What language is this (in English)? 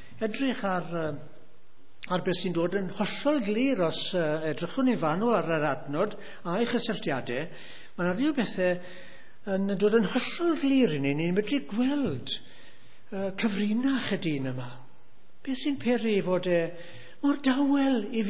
Welsh